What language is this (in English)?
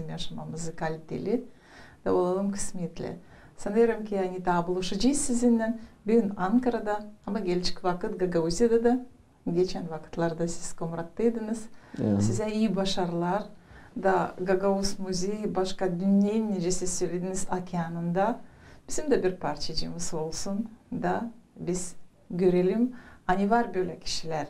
Gagauz